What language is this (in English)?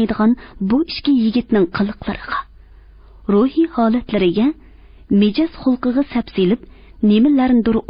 Uyghur